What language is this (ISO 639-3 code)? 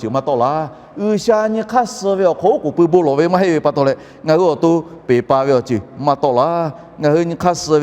lhu